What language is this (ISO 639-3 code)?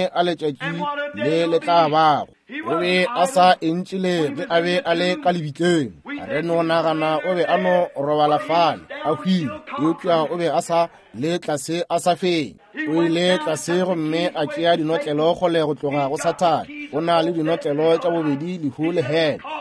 nso